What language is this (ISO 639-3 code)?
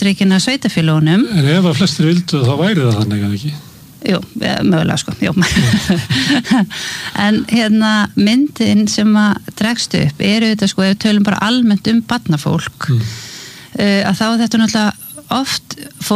isl